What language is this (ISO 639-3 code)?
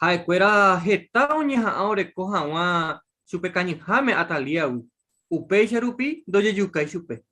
grn